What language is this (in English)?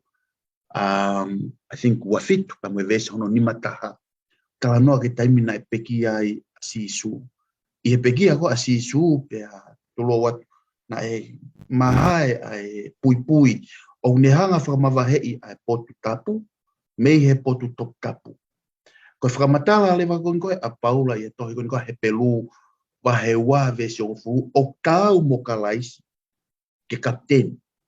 Tongan